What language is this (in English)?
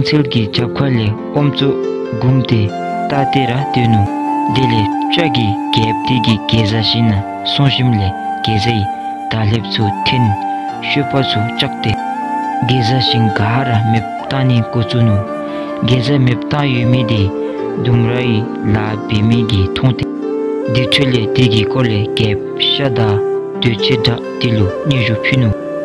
Dzongkha